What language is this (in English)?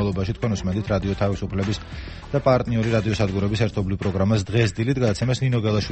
Georgian